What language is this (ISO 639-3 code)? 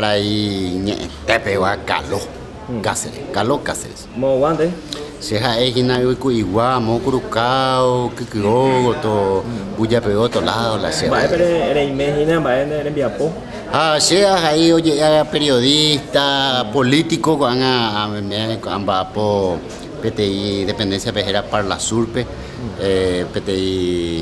grn